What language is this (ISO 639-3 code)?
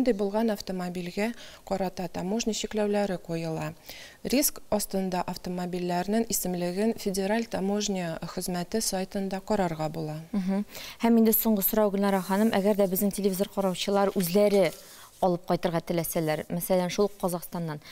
tat